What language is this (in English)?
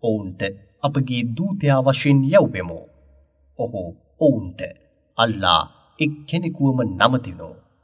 Sinhala